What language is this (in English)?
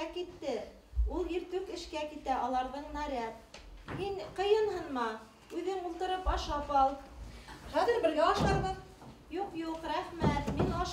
Bashkir